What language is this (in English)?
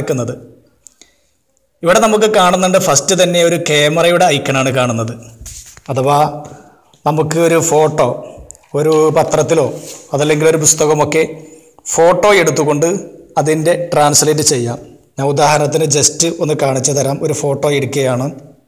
Malayalam